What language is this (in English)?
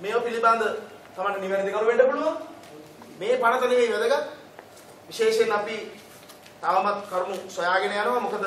Sinhala